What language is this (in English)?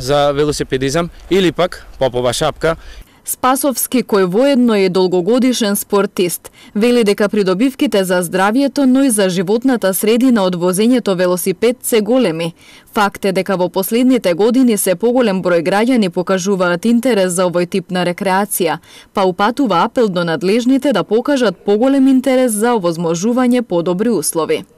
Macedonian